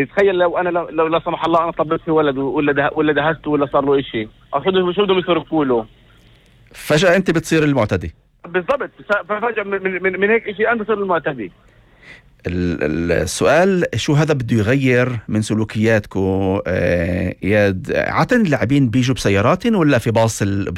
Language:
North Levantine Arabic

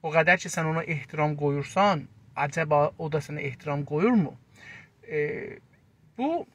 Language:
South Azerbaijani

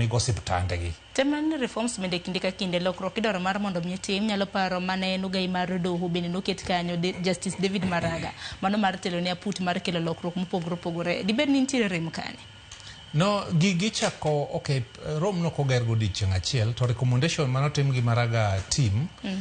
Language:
Luo (Kenya and Tanzania)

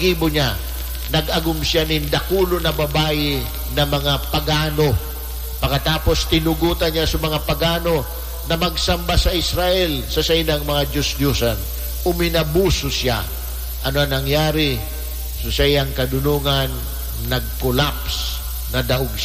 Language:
Bikol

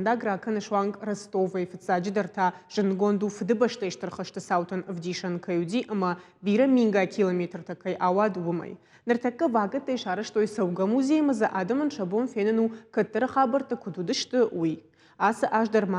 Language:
Ossetic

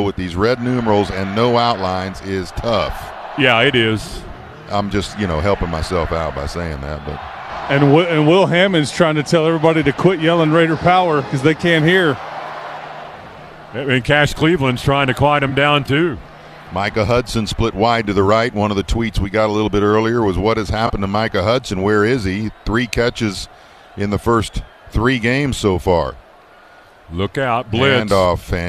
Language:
English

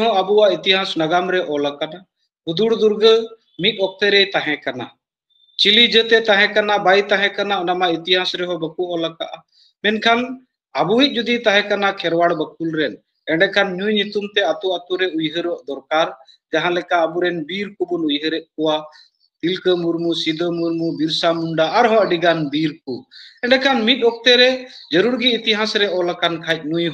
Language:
Santali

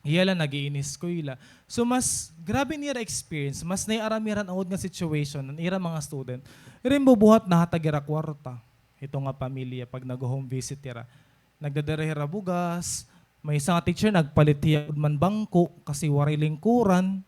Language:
Waray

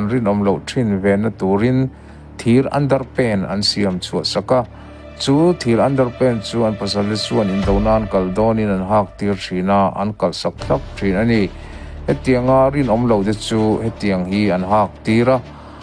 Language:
Mizo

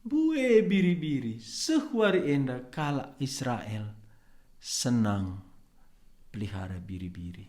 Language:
Batak Karo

